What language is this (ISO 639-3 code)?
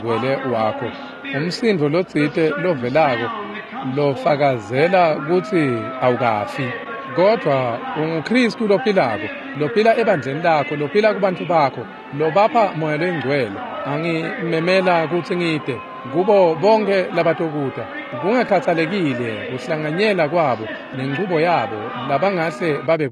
ssw